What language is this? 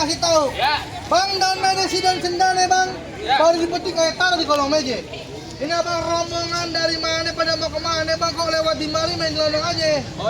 Betawi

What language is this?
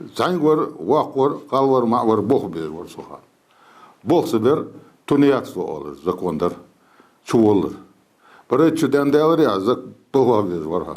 Ingush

